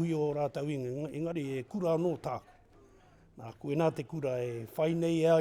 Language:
Māori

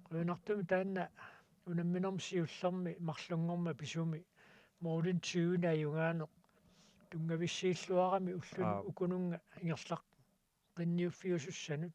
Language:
Kalaallisut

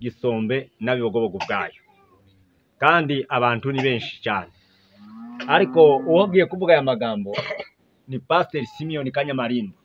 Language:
Kinyarwanda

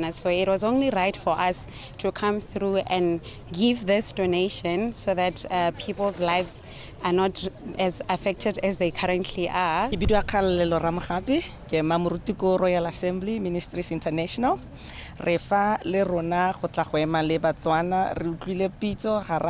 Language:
Tswana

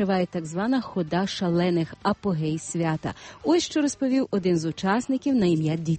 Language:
Ukrainian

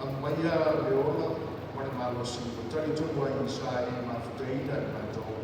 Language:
Samoan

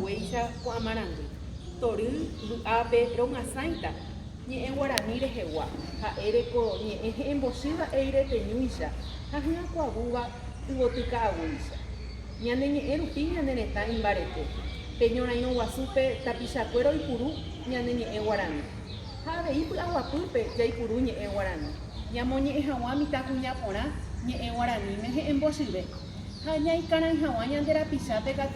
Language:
Guarani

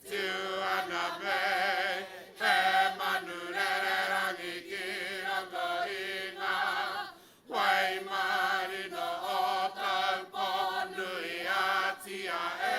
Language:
Māori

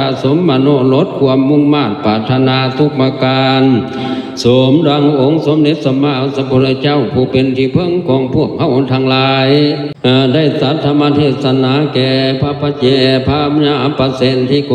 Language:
Lao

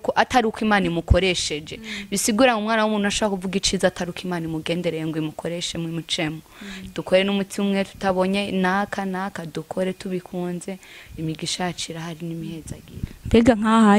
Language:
Rundi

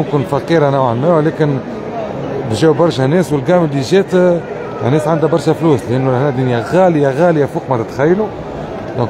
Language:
Tunisian Arabic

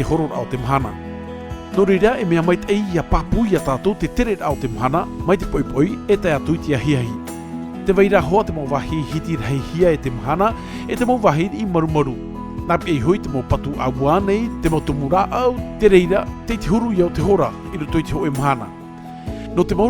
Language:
Tahitian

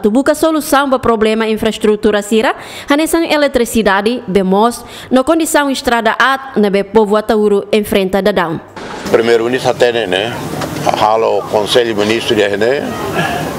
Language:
Tetum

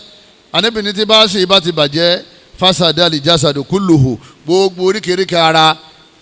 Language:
Yoruba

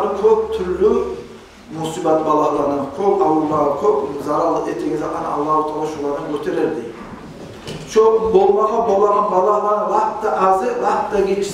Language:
Kumyk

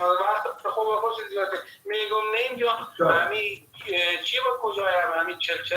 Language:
Persian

